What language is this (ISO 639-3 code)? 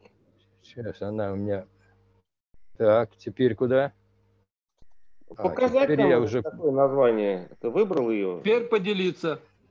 rus